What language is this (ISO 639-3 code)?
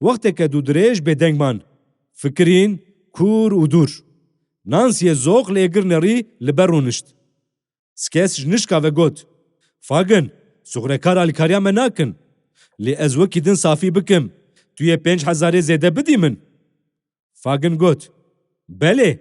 kur